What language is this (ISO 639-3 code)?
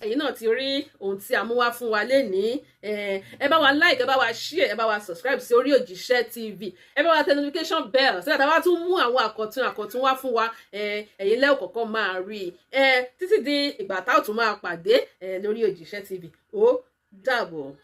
yor